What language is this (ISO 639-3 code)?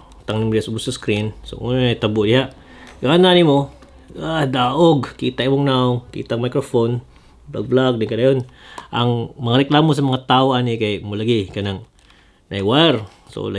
ceb